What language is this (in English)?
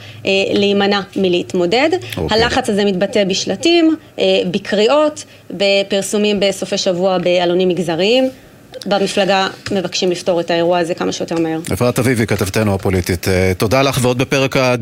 Hebrew